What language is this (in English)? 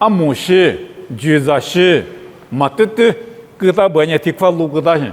Lisu